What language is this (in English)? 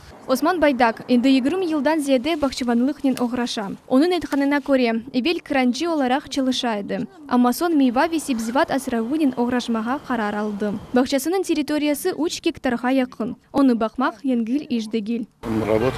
Crimean Tatar